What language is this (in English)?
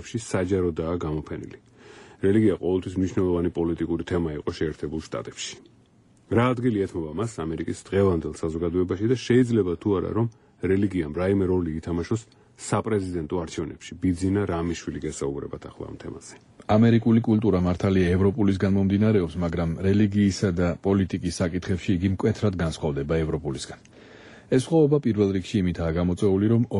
Georgian